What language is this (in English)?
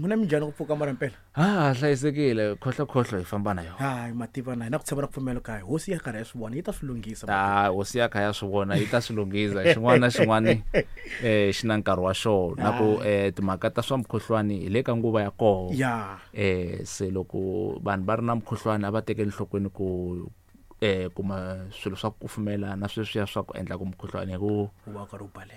Tsonga